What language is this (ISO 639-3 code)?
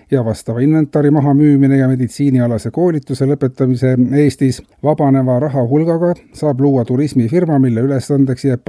est